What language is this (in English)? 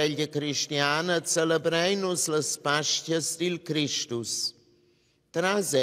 Romansh